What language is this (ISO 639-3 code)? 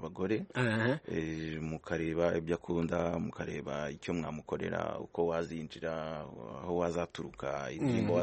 kin